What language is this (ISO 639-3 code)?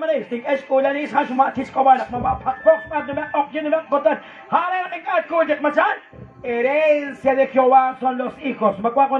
kek